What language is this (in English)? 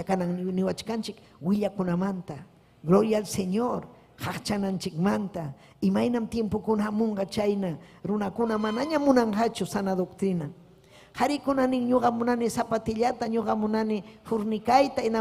Ayacucho Quechua